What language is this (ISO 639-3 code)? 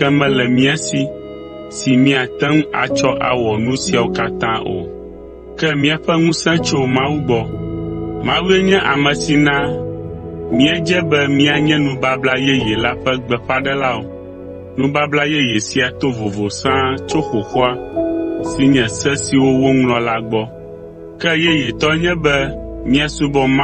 ewe